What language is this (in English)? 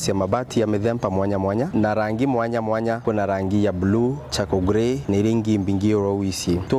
Meru